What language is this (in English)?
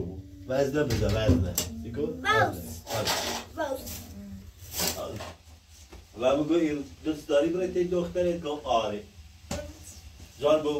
Persian